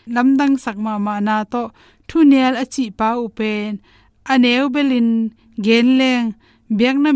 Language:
Tedim Chin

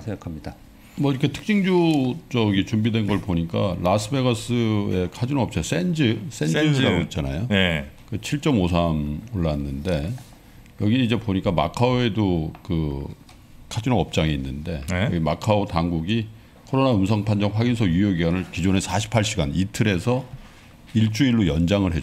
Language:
Korean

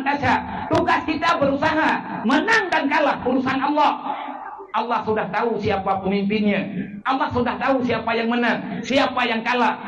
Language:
Achinese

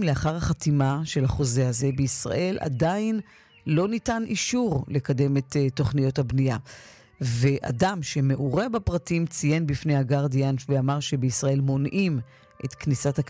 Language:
Hebrew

